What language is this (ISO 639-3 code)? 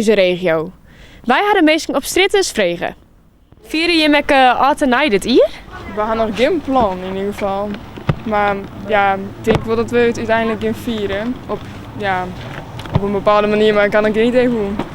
fry